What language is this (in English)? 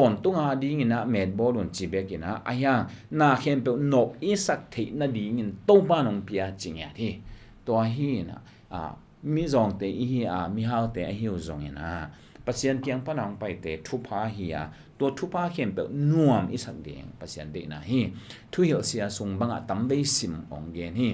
Tedim Chin